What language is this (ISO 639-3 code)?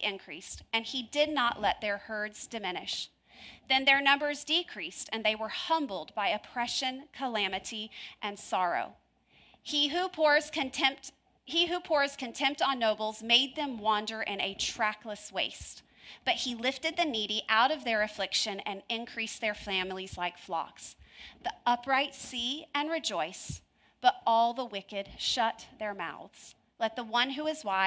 eng